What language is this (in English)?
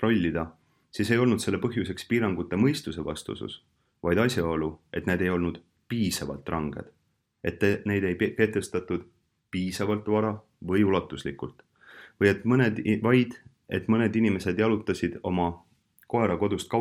Estonian